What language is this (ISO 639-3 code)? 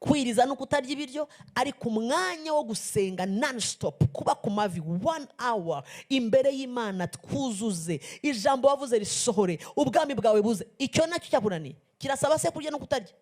kin